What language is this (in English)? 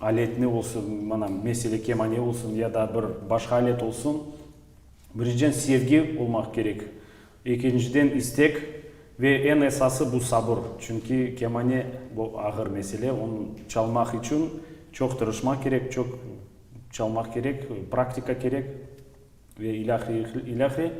Crimean Tatar